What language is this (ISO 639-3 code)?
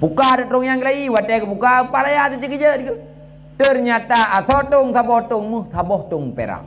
ace